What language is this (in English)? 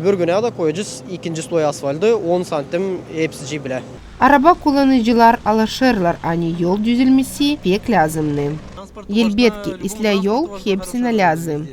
Gagauz